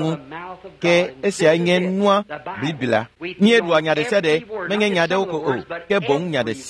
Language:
Ewe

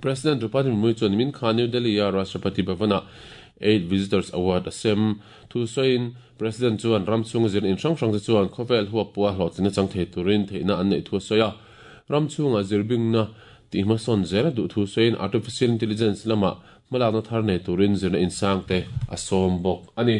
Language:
Mizo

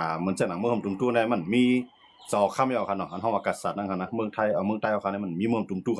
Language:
Shan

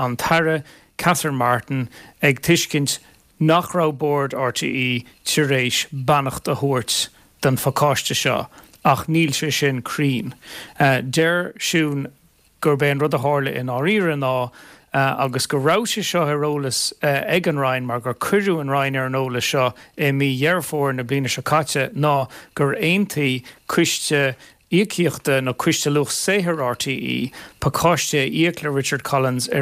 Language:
Irish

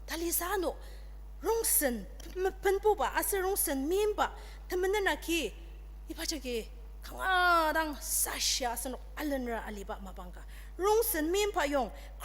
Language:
Ao Naga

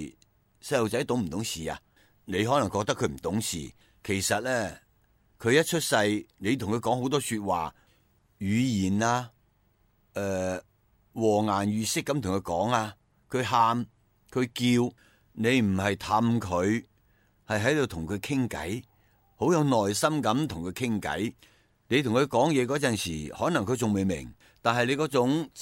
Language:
Cantonese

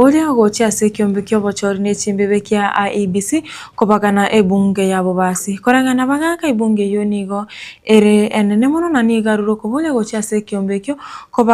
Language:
Gusii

